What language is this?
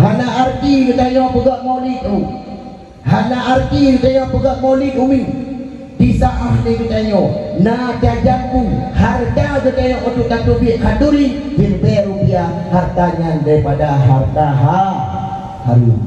Achinese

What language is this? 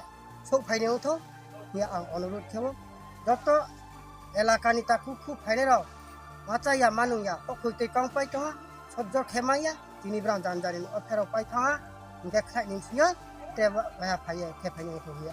Riang (India)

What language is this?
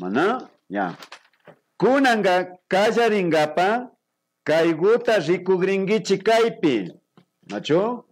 Imbabura Highland Quichua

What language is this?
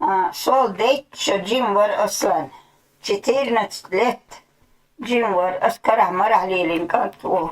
Chechen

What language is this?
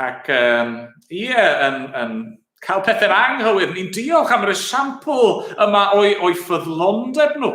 Welsh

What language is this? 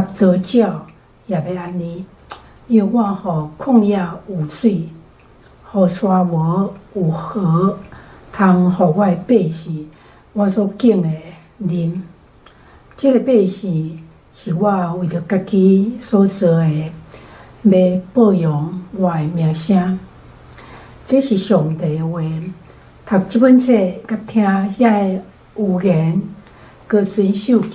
Min Nan Chinese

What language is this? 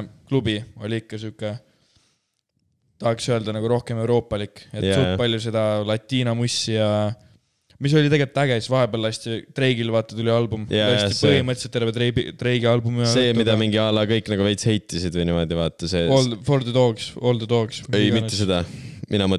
Estonian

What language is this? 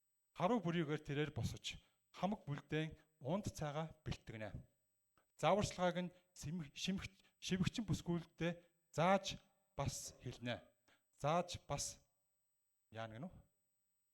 Mongolian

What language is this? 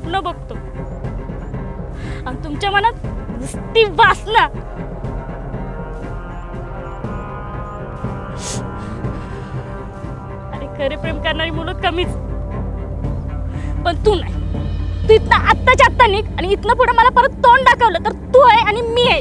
Marathi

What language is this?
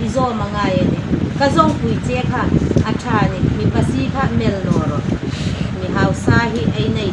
Hmar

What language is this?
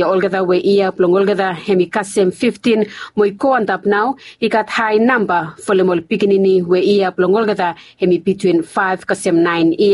Bislama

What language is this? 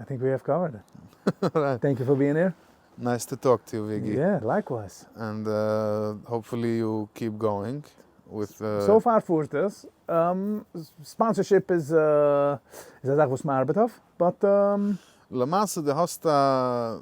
Yiddish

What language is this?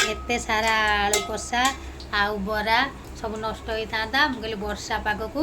Odia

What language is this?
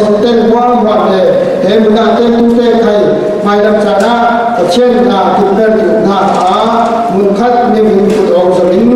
Falam Chin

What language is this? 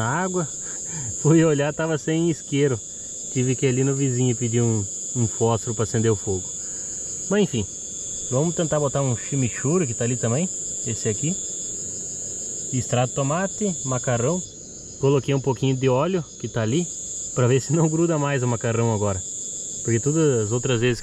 Portuguese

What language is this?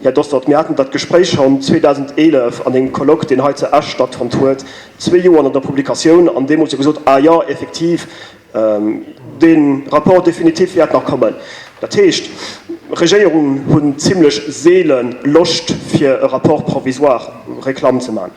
Luxembourgish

